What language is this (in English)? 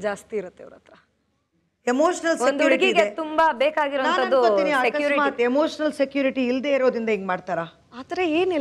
Kannada